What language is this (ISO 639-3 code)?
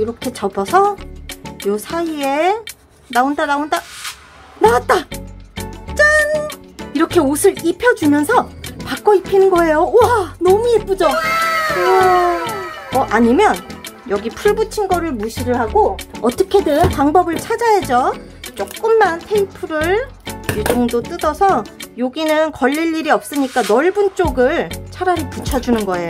kor